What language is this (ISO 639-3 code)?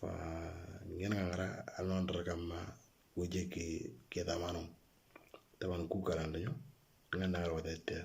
mor